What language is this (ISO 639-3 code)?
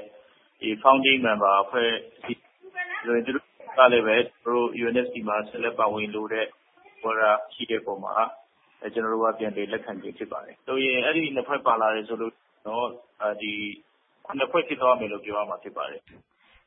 mya